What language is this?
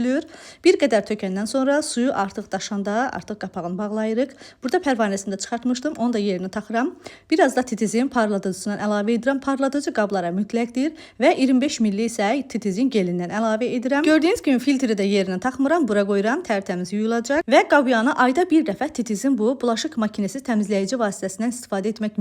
Azerbaijani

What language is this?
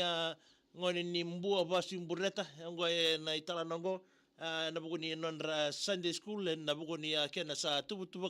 Fijian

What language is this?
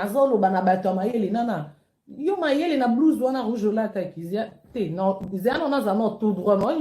Lingala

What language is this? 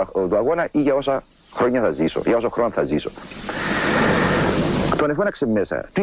Greek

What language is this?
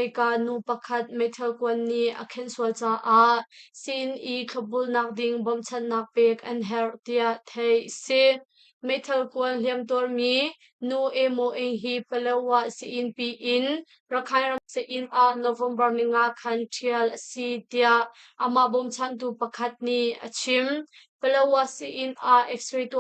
Hakha Chin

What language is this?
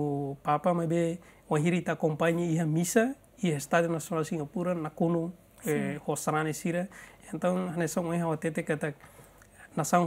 Tetum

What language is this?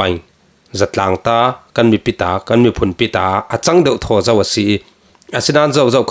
Falam Chin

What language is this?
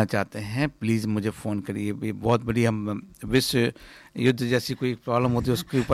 Hindi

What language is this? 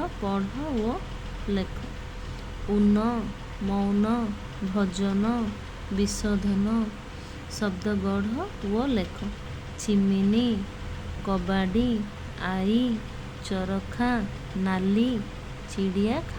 Odia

